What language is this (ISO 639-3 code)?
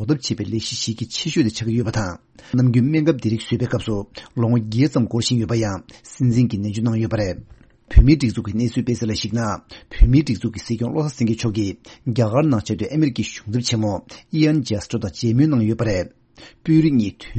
bod